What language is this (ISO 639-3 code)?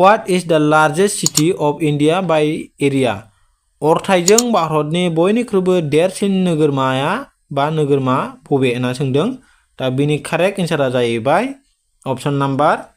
brx